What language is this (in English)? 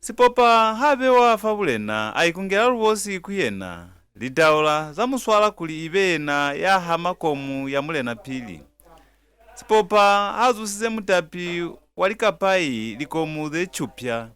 Lozi